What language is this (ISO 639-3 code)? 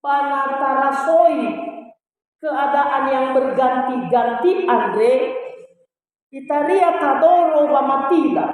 nia